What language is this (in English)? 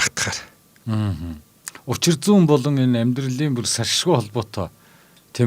Mongolian